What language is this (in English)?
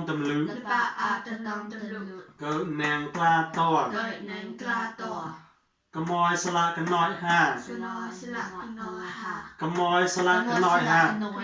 Mon